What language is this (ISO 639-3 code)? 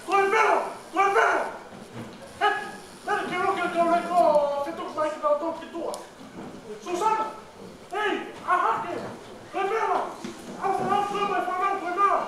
ton